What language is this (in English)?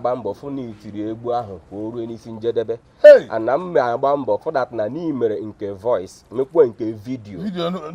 Igbo